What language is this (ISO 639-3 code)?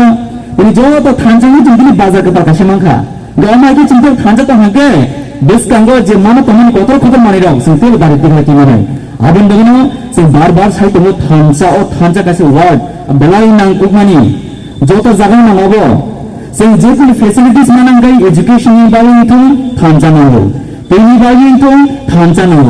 trp